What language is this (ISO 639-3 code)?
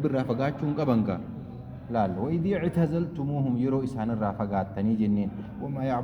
orm